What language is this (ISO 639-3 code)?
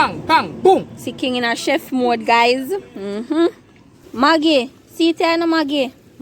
jam